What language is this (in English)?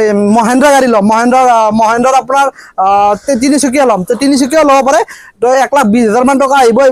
Assamese